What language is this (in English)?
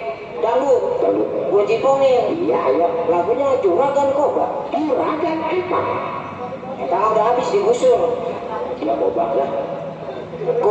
Betawi